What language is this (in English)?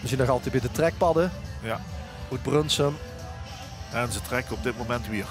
Limburgish